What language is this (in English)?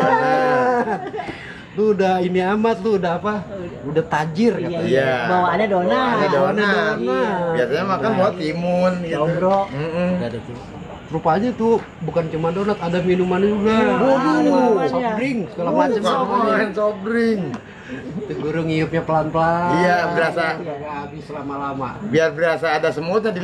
Betawi